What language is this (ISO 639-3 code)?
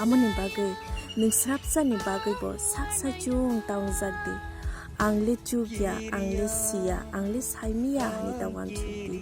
trp